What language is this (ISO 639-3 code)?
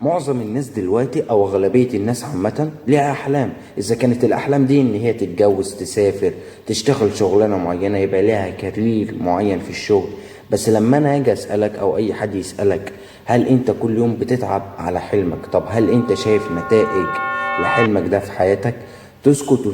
arz